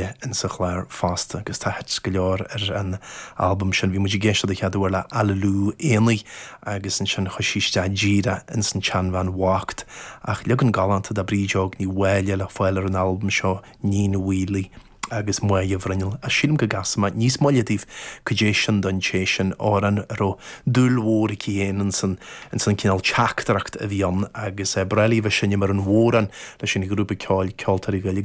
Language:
Irish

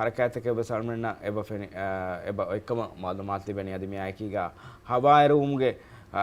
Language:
Divehi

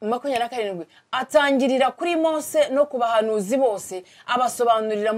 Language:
Kinyarwanda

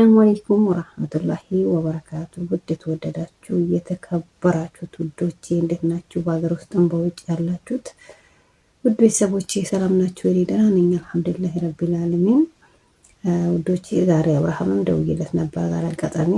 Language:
Amharic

